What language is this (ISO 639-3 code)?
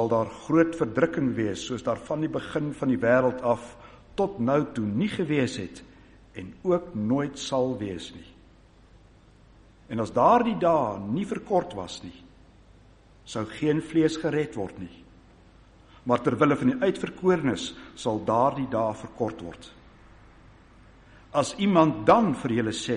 afr